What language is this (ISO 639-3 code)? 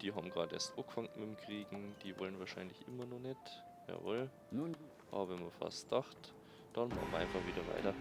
bar